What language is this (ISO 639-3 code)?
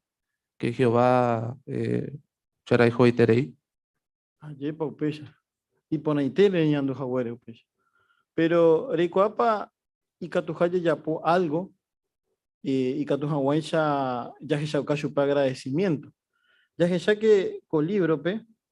grn